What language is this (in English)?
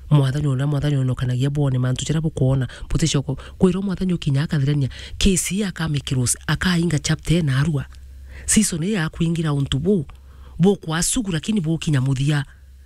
Meru